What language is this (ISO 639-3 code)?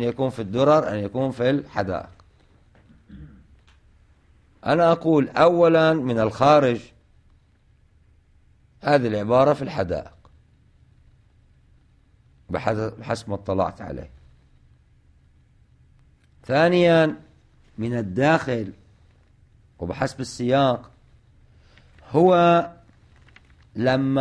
ara